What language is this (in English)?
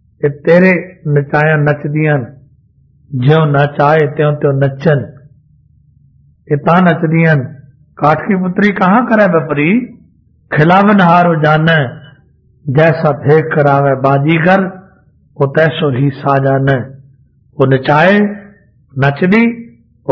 Punjabi